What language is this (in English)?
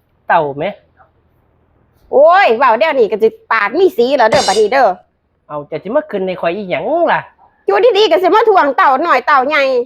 Lao